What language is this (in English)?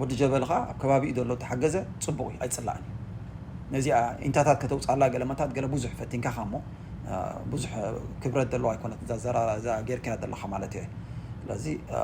Tigrinya